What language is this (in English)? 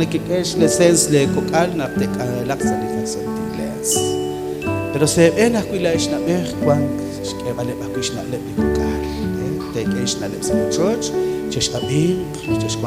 Kekchí